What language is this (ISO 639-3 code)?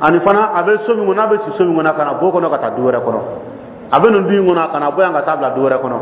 dyu